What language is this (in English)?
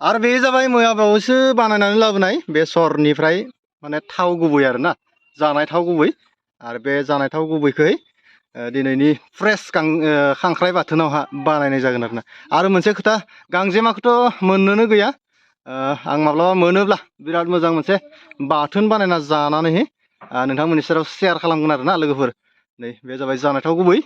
Bodo